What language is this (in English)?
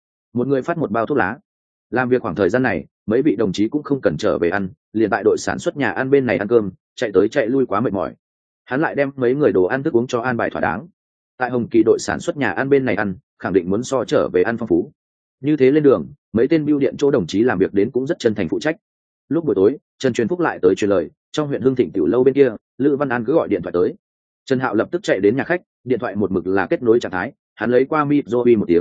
Vietnamese